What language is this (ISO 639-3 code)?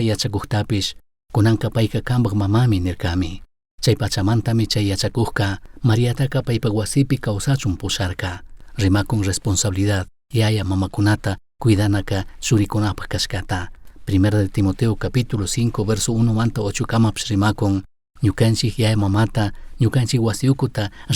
qug